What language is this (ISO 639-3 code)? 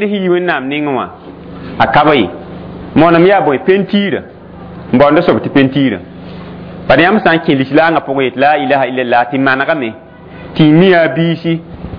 mos